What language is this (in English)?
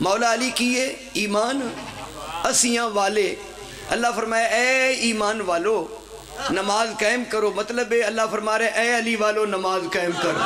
Pahari-Potwari